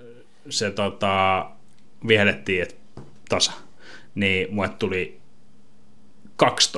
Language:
Finnish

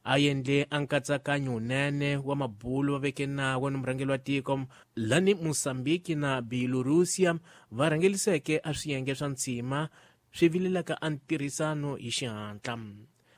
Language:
Tsonga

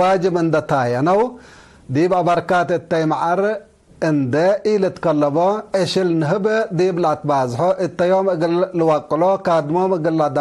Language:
Tigre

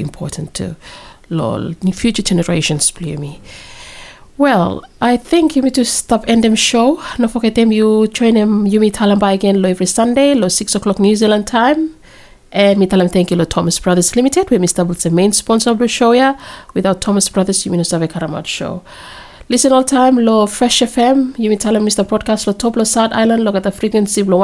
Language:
Bislama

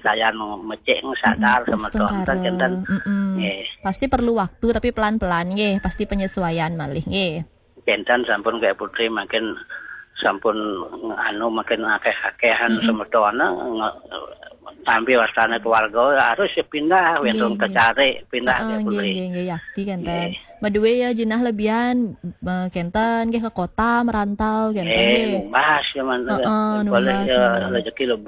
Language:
Balinese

